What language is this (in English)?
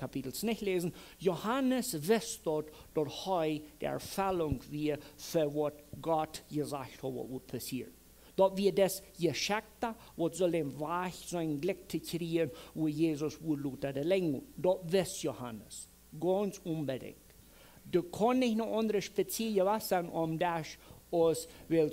Plautdietsch